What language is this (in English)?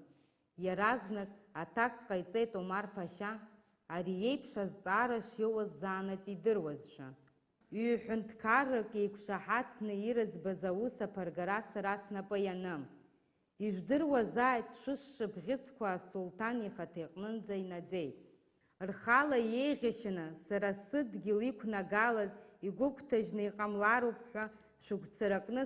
Abkhazian